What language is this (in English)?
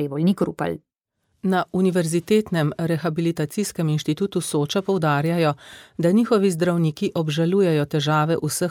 Slovenian